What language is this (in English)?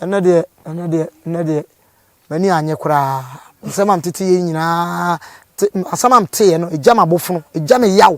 Akan